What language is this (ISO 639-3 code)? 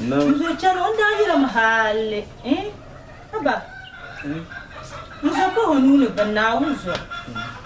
dag